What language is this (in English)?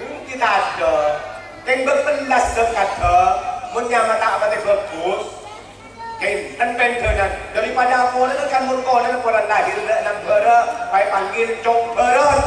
Madurese